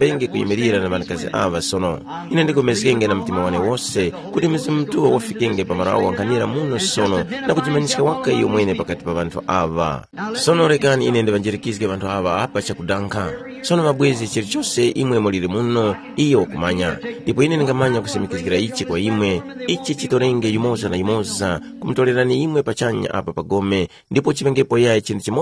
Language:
Tumbuka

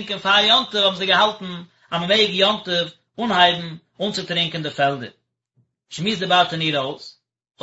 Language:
Yiddish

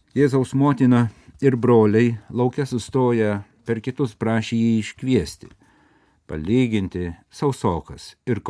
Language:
Lithuanian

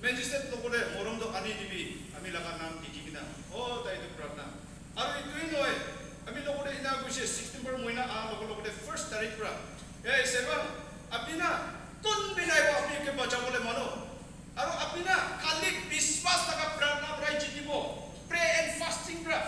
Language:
Naga Pidgin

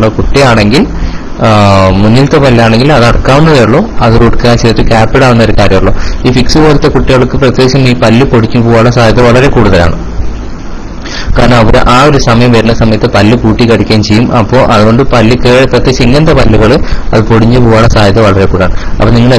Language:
Malayalam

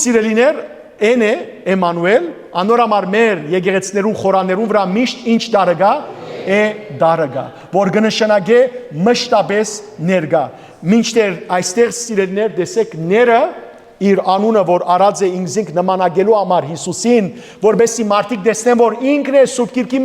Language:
Western Armenian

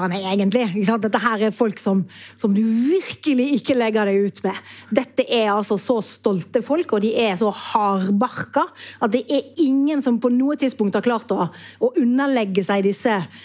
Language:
Norwegian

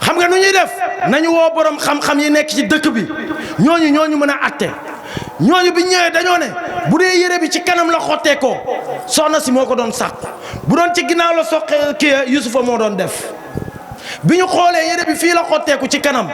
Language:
Wolof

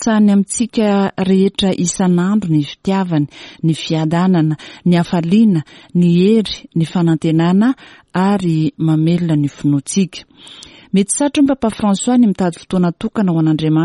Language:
Malagasy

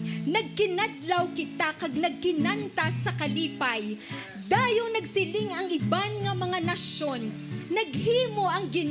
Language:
Hiligaynon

